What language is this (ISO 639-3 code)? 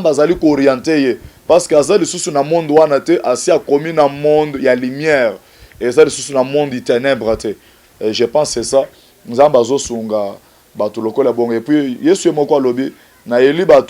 lin